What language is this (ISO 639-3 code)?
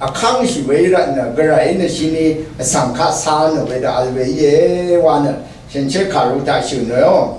raw